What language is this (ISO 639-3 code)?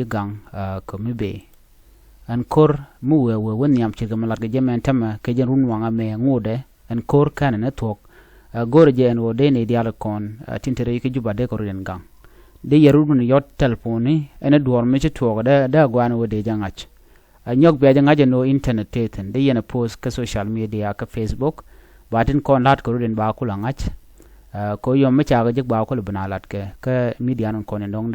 nus